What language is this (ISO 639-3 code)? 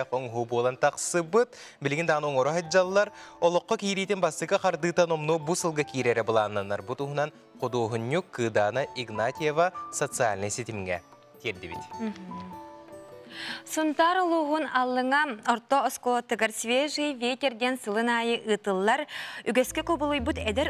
sah